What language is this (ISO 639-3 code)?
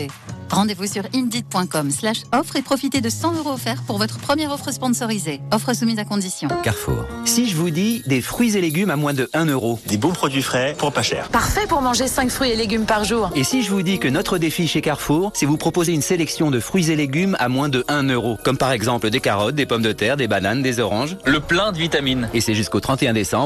fra